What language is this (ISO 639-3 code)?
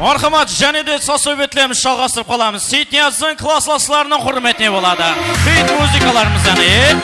kaa